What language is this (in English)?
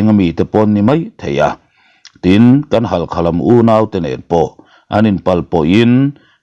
Mizo